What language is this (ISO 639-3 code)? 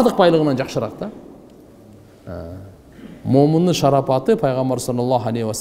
kir